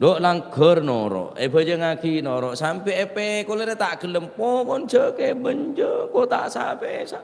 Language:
Madurese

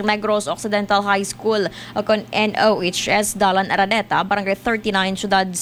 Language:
Hiligaynon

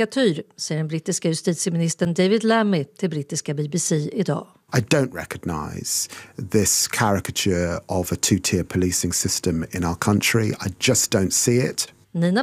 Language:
Swedish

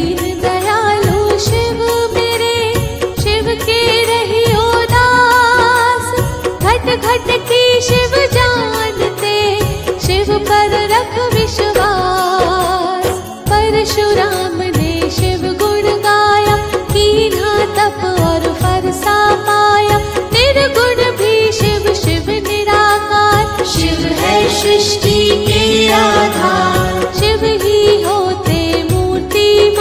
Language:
Hindi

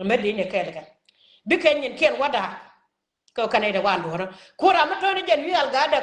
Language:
Nuer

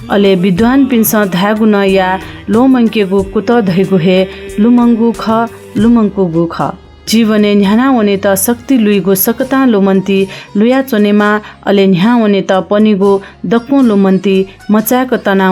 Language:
Newari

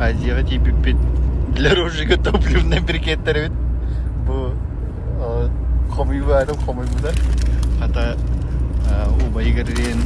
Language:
Yakut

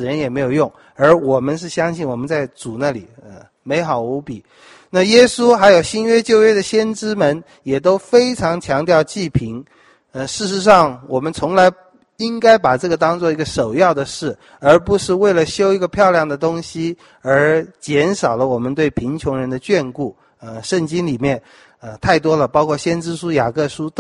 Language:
Chinese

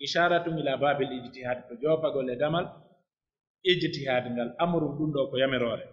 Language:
Pular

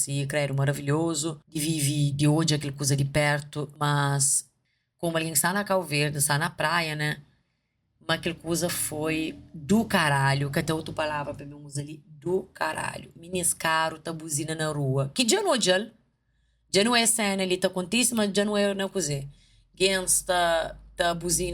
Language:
Kabuverdianu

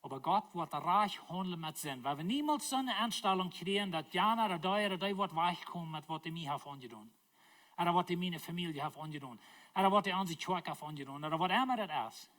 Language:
Plautdietsch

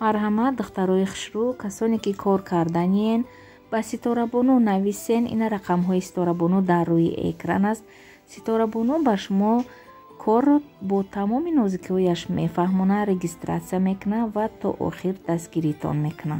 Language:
Tajik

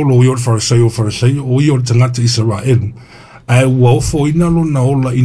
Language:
Samoan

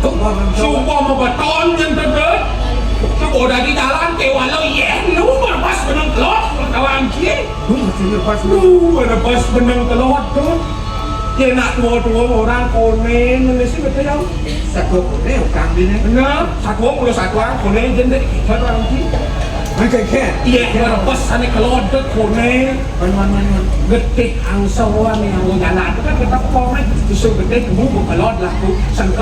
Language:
Balinese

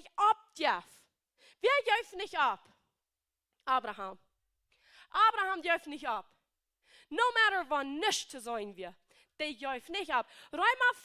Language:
Plautdietsch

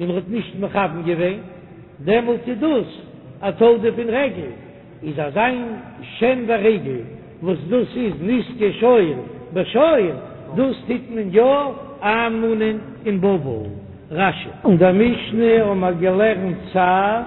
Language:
Yiddish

